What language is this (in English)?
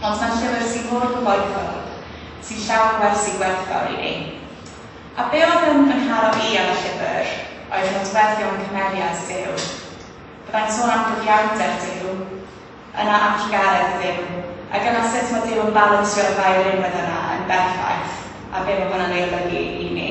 Welsh